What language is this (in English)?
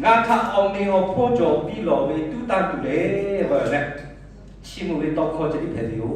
Lahu